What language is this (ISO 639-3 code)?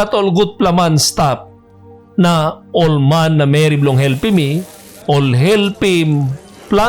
tpi